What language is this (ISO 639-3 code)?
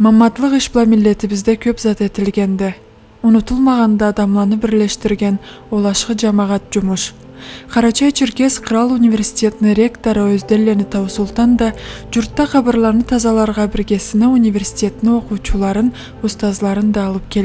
krc